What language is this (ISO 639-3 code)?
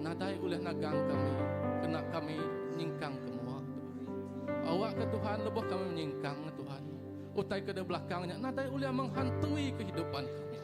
iba